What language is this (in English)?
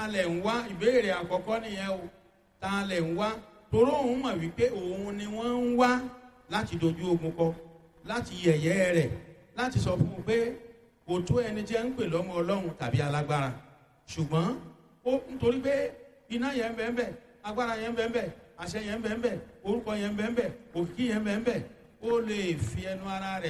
Yoruba